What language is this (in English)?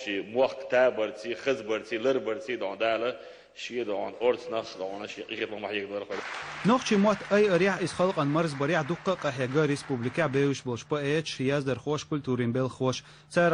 Chechen